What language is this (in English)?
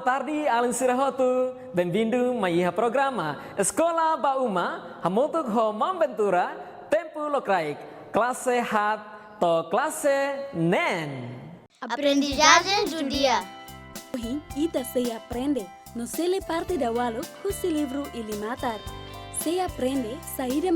Tetum